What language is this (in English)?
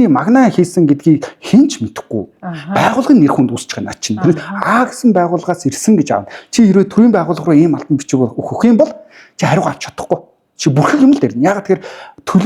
Mongolian